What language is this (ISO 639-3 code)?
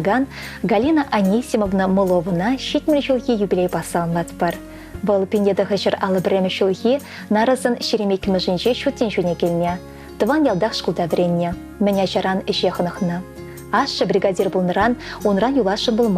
chv